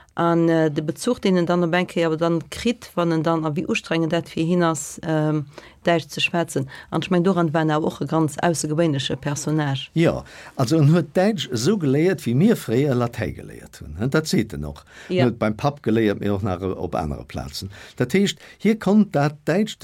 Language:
Luxembourgish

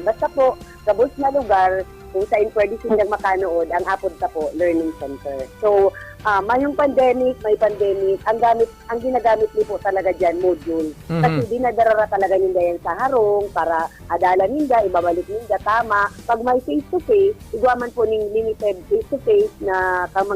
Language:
Bikol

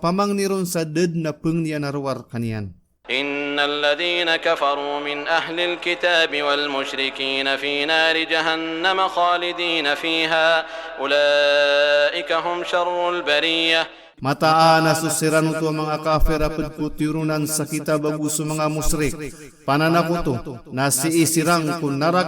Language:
Maranao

